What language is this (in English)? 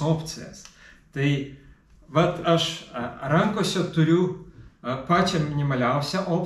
Lithuanian